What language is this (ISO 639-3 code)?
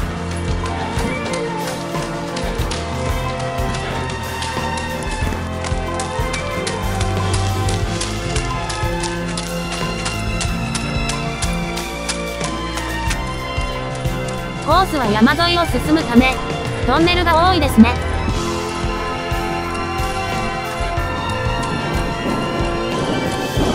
jpn